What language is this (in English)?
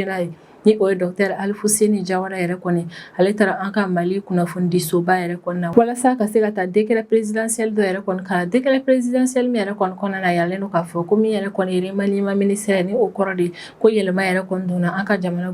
Bambara